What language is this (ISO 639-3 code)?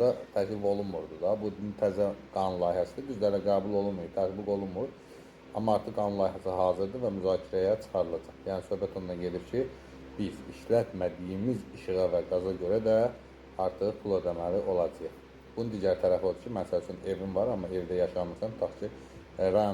aze